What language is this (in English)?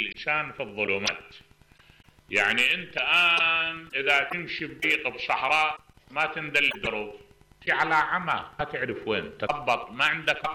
Mesopotamian Arabic